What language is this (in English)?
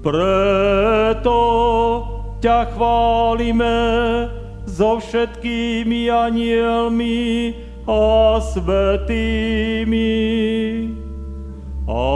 Slovak